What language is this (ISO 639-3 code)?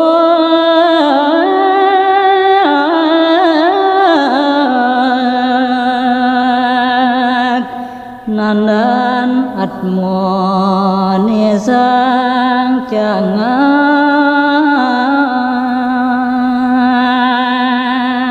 ban